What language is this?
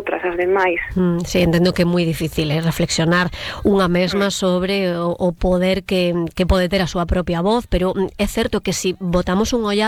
Galician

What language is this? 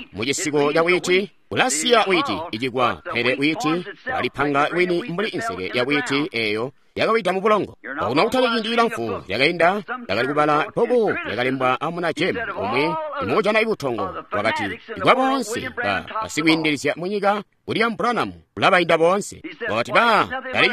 Tonga (Zambia)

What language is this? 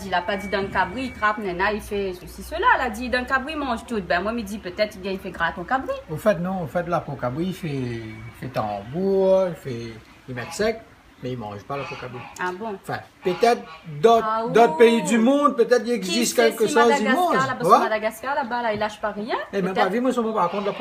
Réunion Creole French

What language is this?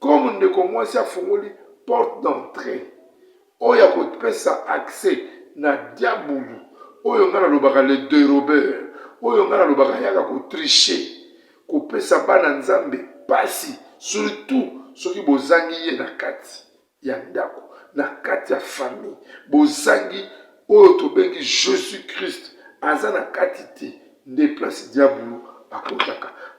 Lingala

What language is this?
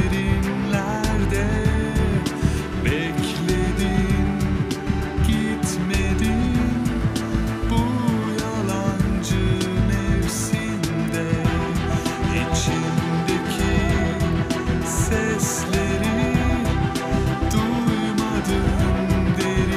Turkish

